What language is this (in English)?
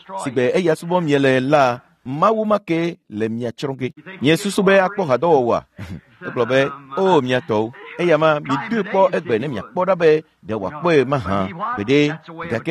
Ewe